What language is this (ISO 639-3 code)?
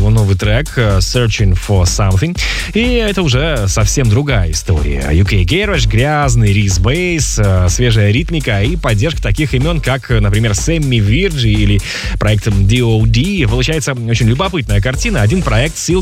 rus